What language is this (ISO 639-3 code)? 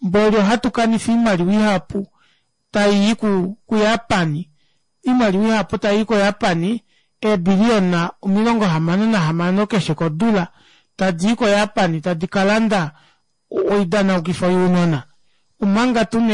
kua